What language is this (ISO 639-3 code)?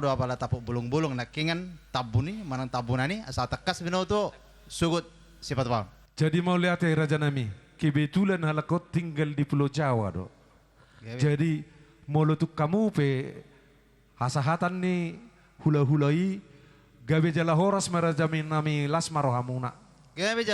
bbc